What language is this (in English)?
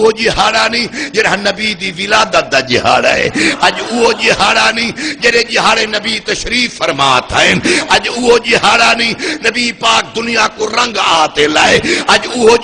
Saraiki